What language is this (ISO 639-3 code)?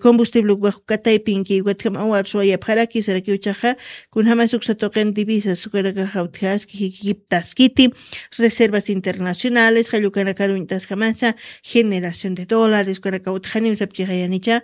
aym